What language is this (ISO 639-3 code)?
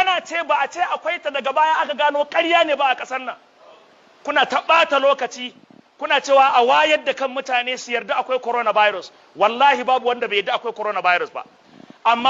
hau